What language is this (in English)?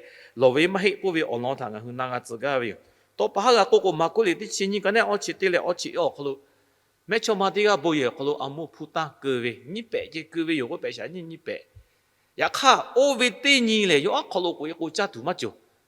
Lahu